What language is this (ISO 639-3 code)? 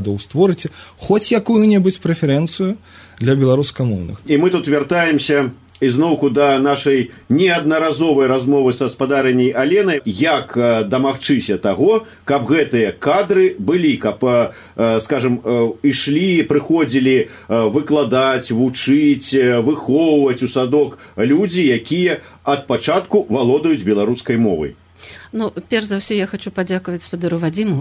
bel